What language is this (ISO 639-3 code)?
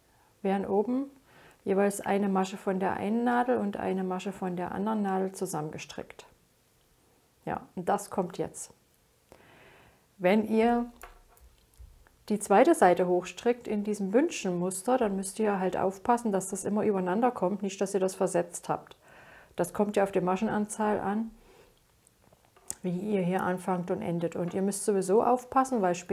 deu